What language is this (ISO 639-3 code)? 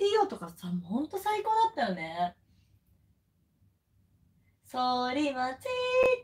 jpn